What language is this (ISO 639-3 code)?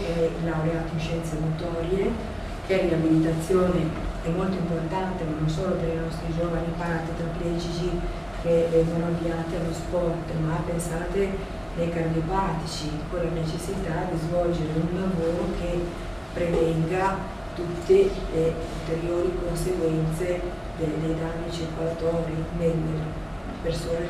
ita